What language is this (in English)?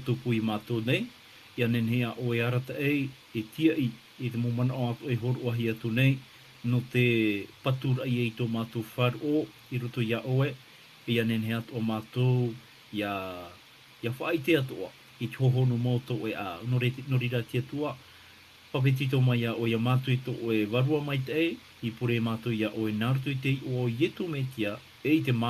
Tahitian